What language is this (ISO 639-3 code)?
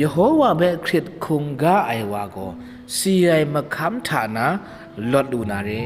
kac